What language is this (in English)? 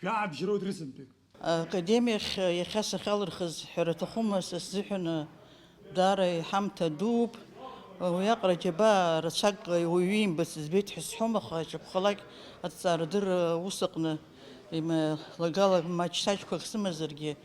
Abkhazian